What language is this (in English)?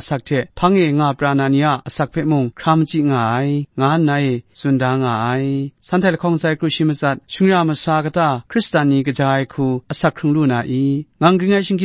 Kachin